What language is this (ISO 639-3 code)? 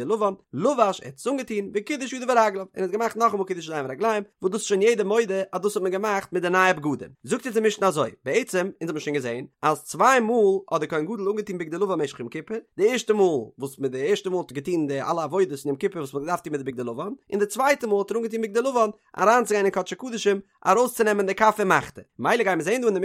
yid